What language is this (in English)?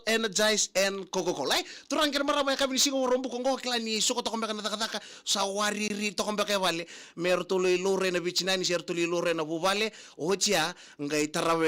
Fijian